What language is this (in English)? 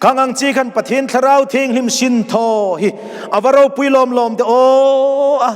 Hmar